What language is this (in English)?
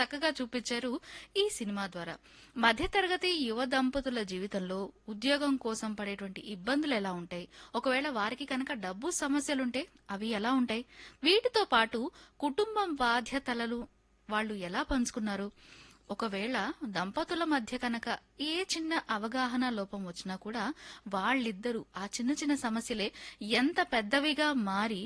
Telugu